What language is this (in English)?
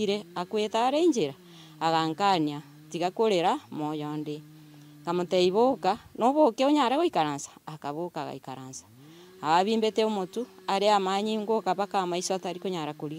Gusii